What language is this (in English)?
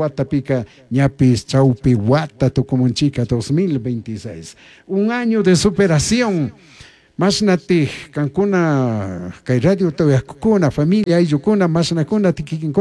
Chimborazo Highland Quichua